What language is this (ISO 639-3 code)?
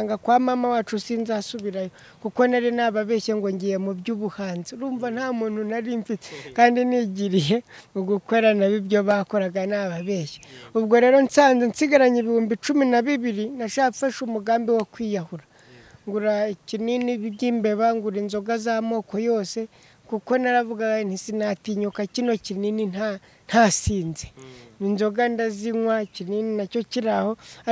kin